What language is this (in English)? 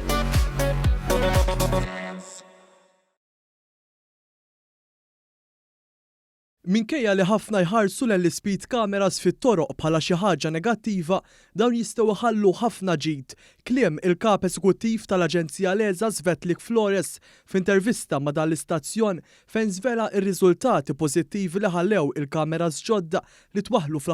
Maltese